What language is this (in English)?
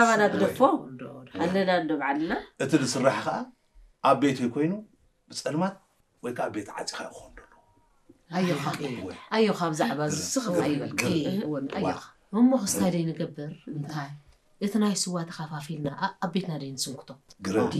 Tigrinya